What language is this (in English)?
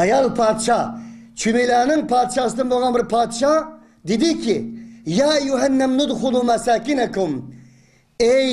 Uyghur